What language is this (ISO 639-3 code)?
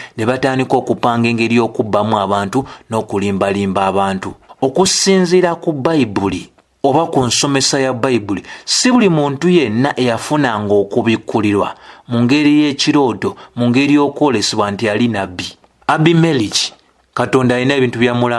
lug